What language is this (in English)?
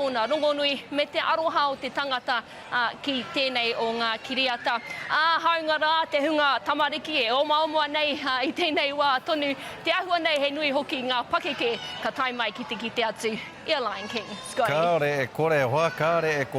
Māori